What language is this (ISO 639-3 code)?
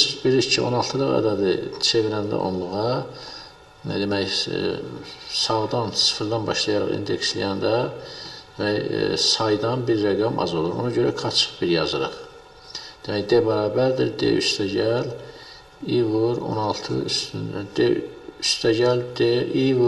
aze